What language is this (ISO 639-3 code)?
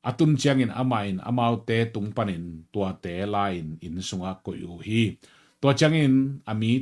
ctd